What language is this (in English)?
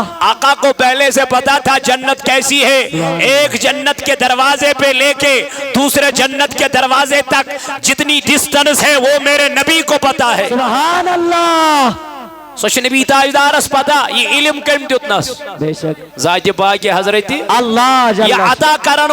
Kashmiri